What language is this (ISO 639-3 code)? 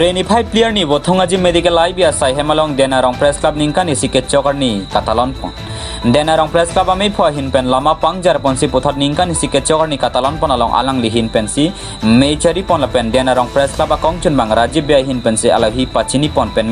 mjw